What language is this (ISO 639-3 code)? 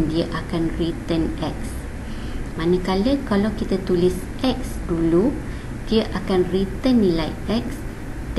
msa